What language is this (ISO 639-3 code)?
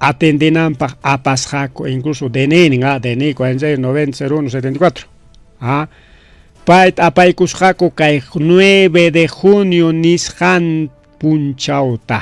quy